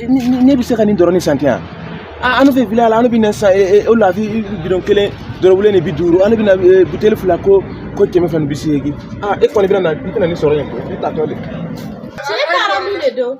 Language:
Bambara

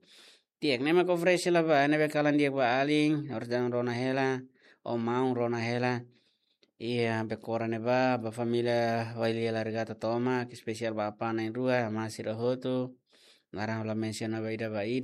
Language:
Tetum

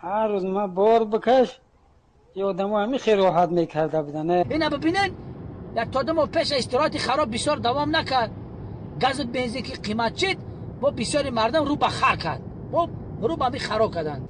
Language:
Tajik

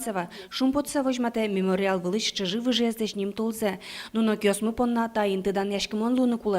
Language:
Udmurt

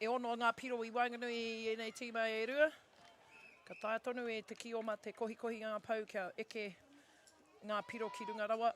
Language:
Māori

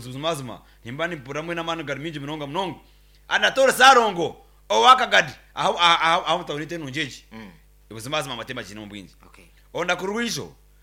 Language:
Nyankole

